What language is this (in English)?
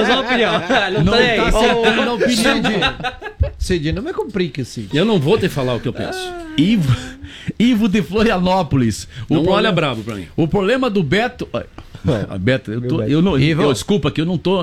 Portuguese